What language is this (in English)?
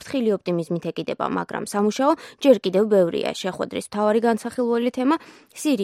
Georgian